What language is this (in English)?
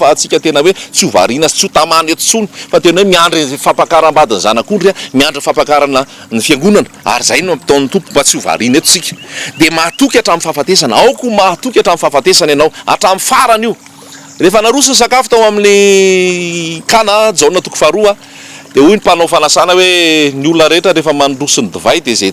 Malagasy